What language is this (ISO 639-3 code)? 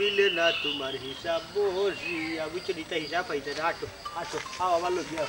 syl